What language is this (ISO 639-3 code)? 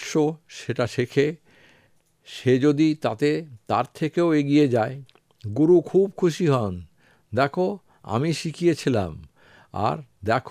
ben